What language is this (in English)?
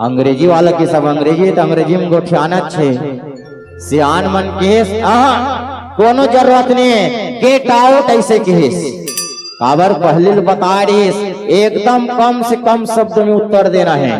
Chhattisgarhi